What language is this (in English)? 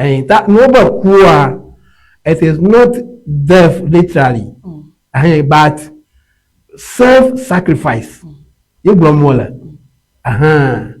Ewe